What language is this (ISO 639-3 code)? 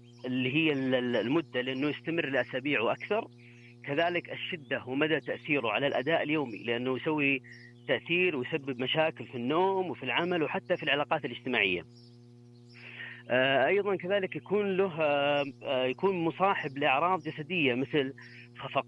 ara